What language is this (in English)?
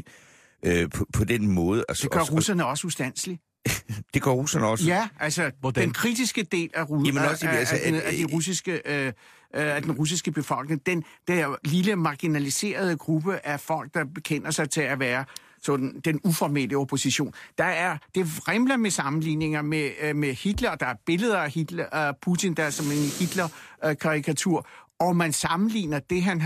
Danish